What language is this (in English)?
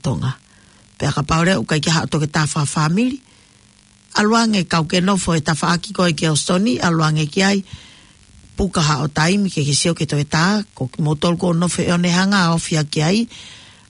Tongan